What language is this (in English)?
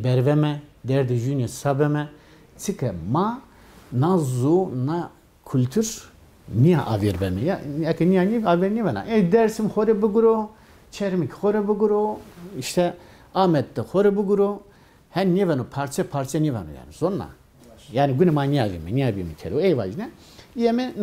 Zaza